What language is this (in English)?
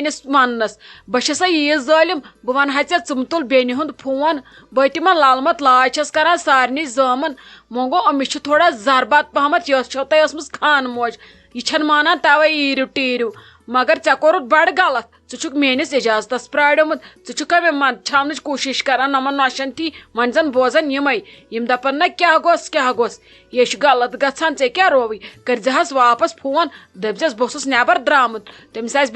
Kashmiri